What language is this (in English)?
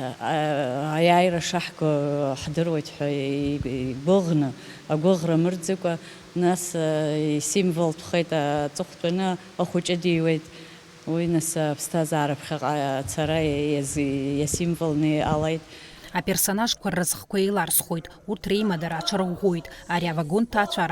Abkhazian